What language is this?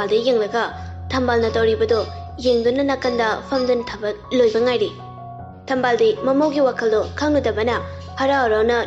Manipuri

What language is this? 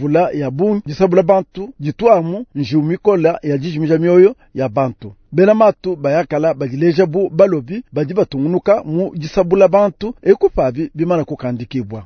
Luba-Lulua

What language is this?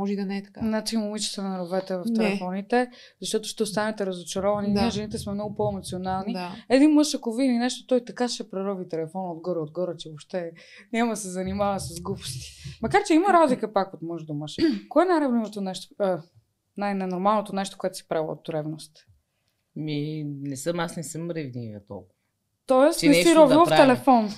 Bulgarian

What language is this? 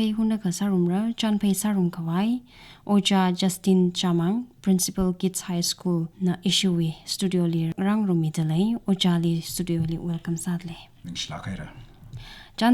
Tangkhul Naga (India)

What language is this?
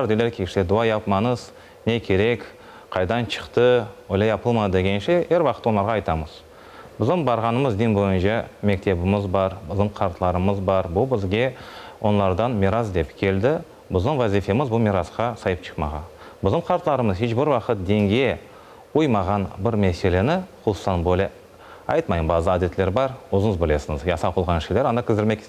Crimean Tatar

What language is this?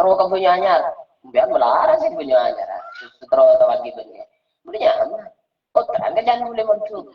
Madurese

